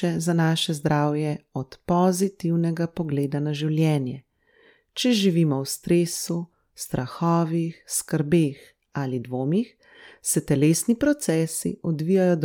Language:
Slovenian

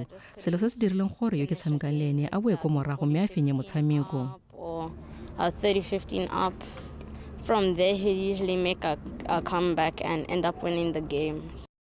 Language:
Tswana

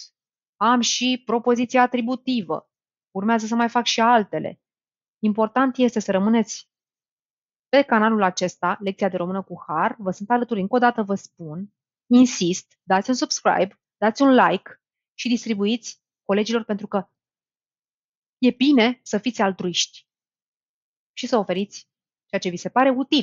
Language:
Romanian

